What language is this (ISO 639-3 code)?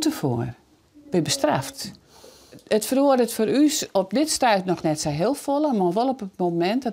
fry